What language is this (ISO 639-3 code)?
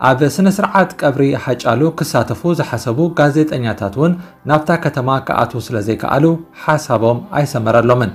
tir